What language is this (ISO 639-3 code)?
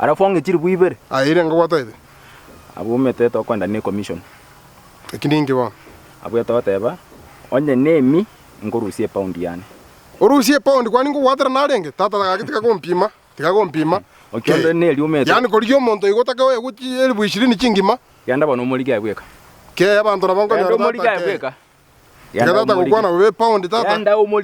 guz